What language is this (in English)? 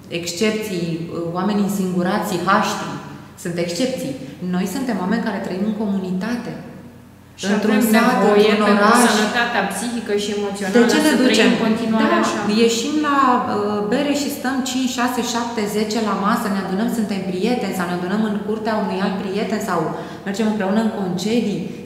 Romanian